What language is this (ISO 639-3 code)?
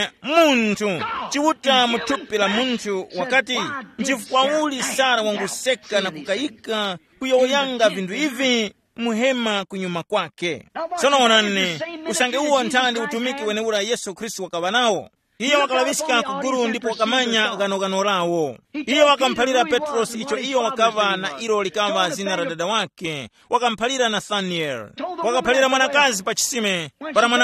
tum